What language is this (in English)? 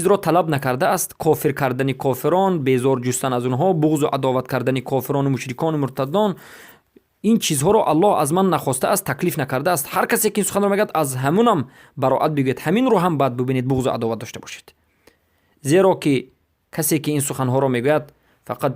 Persian